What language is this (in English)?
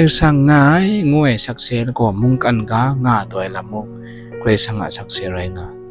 Kachin